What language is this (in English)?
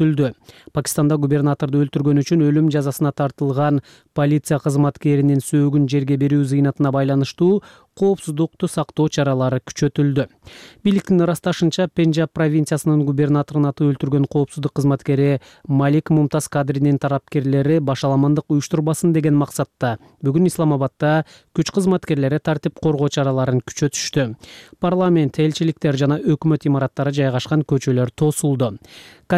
Kyrgyz